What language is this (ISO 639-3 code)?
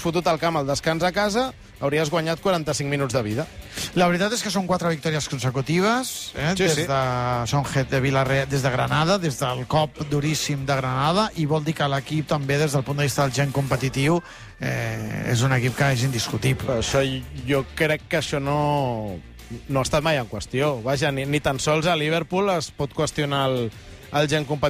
cat